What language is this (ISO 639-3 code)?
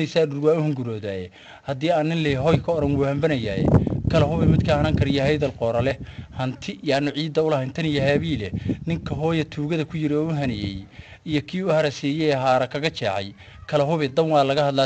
som